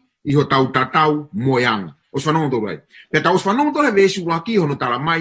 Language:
Tongan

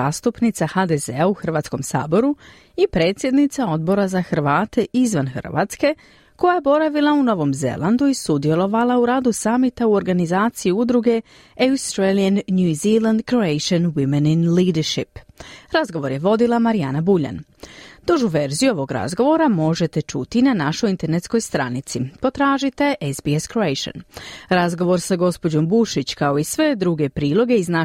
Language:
Croatian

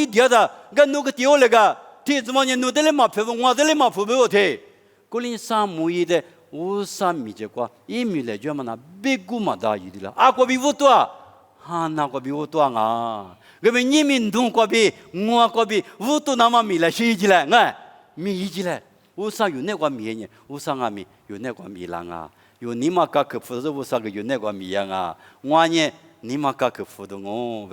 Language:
Lisu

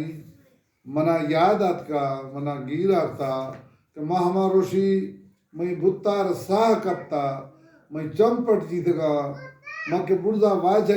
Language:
Baluchi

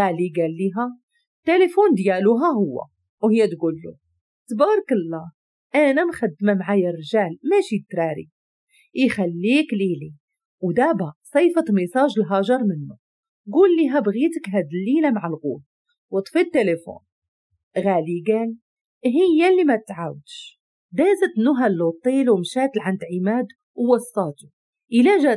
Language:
Moroccan Arabic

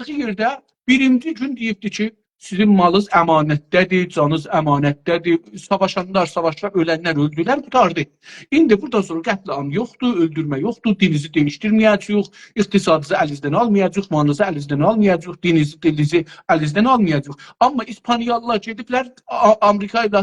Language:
South Azerbaijani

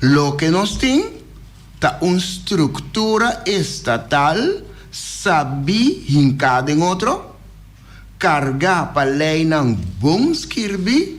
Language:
Papiamento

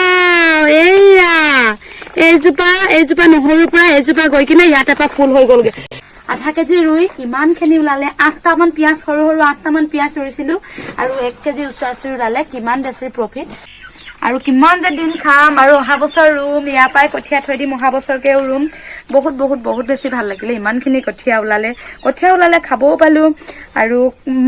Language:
Assamese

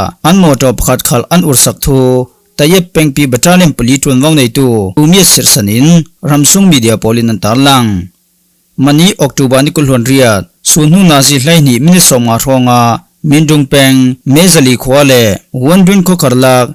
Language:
Falam Chin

